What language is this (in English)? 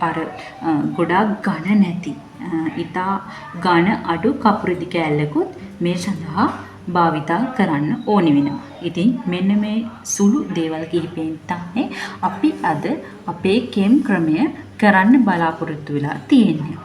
Sinhala